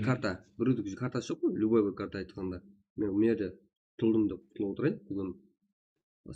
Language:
Kara-Kalpak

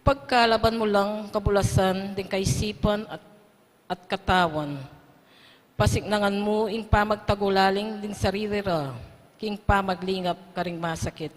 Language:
Pampanga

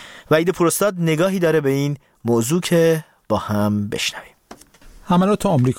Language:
Persian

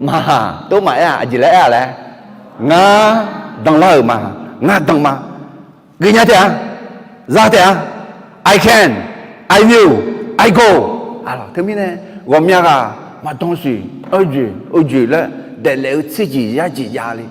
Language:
Akha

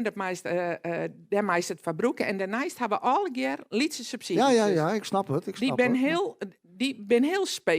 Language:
Western Frisian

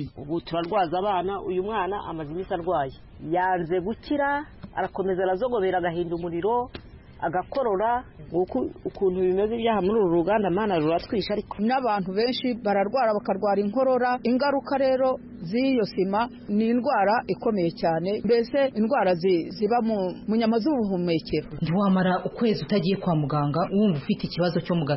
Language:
Kinyarwanda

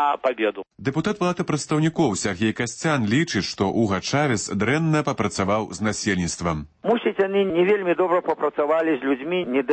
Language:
Belarusian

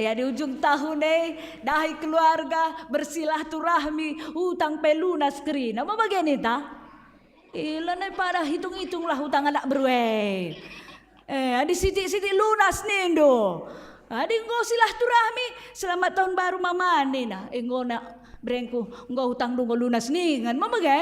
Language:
Batak Karo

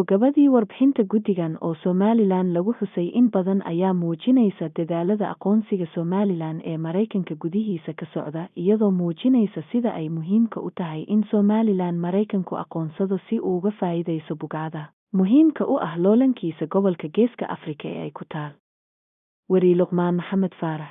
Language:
Somali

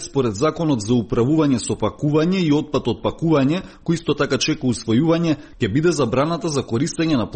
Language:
Macedonian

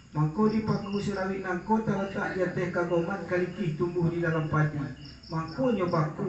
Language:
Minangkabau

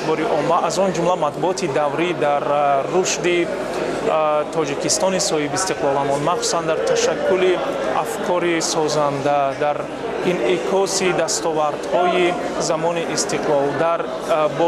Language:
Tajik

